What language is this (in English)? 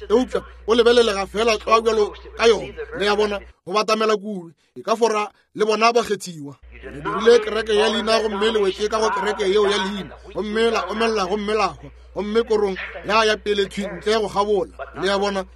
Northern Sotho